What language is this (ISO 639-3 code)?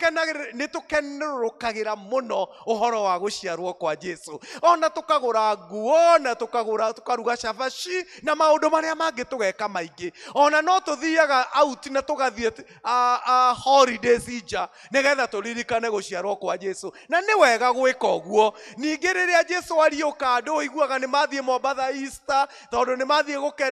kik